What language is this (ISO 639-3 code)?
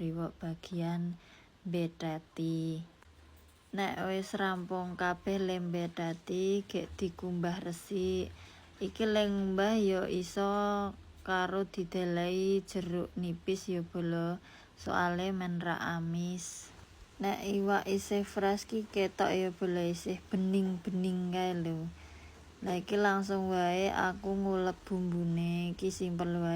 jav